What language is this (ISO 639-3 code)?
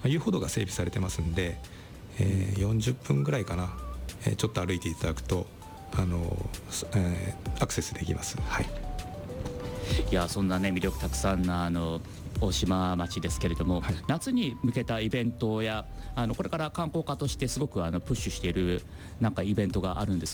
jpn